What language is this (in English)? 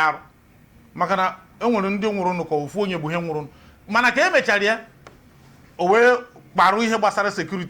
Igbo